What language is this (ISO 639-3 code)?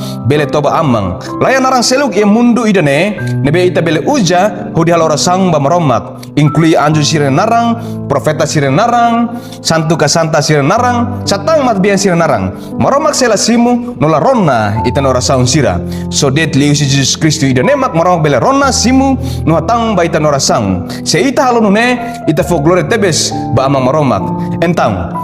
tet